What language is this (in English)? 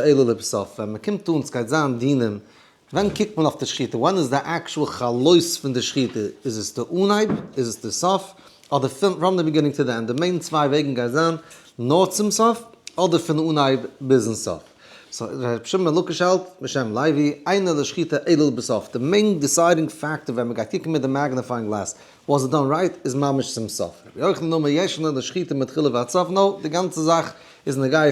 Yiddish